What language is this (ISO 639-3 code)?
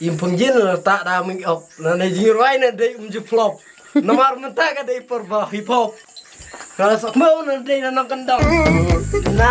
kha